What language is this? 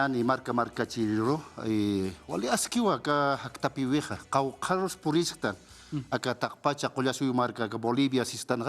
Aymara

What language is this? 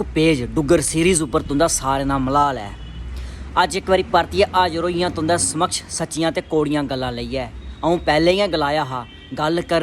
Dogri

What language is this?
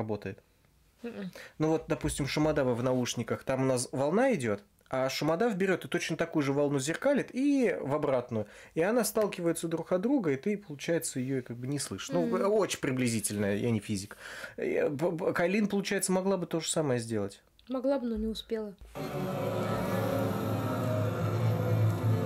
Russian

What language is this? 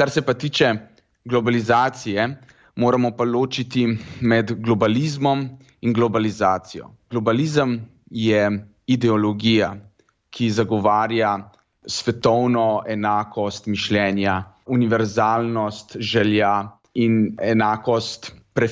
Slovenian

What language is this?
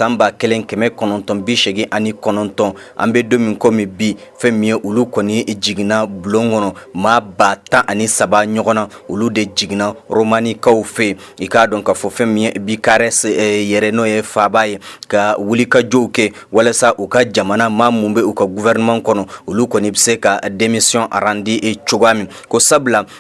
Bambara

